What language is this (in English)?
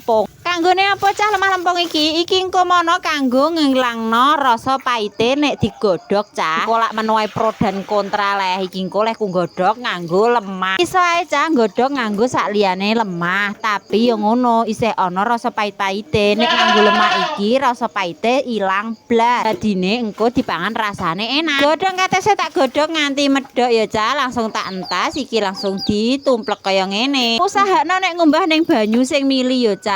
Javanese